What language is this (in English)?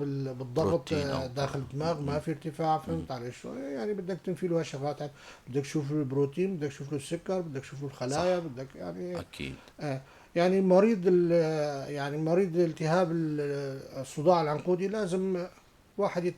North Levantine Arabic